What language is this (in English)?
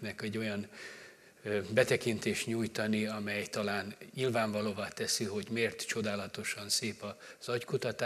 Hungarian